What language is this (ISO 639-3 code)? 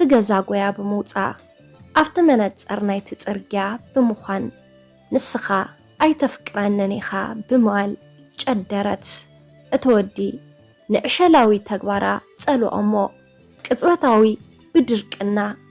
tir